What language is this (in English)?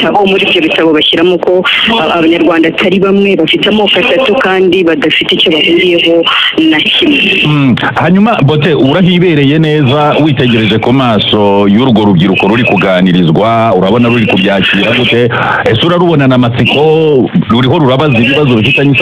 Kinyarwanda